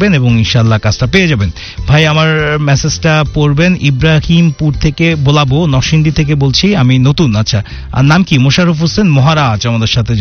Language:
Bangla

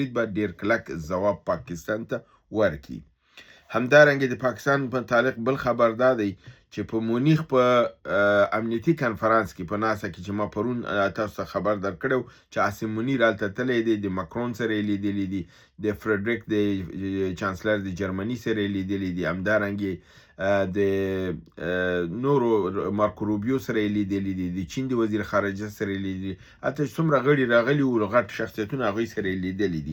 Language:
Pashto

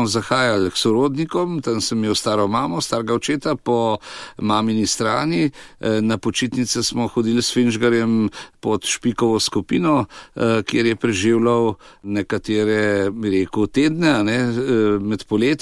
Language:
Slovenian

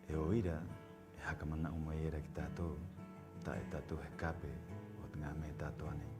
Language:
Rapanui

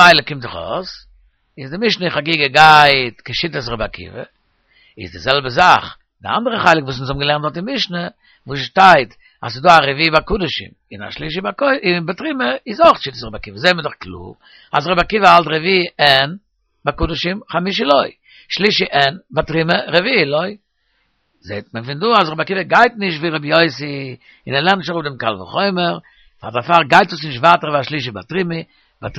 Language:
Yiddish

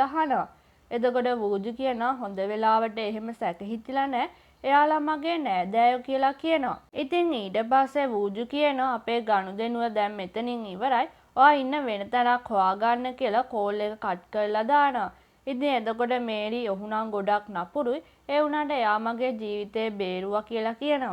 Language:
Sinhala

